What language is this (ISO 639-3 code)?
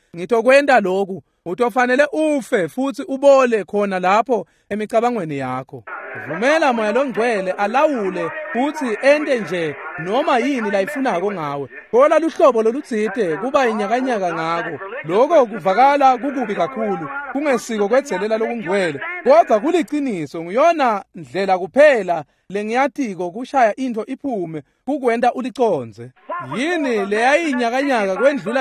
ssw